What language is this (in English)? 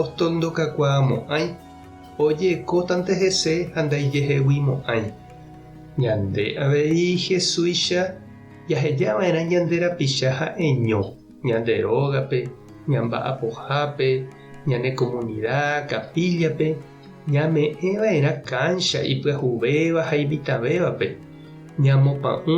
Guarani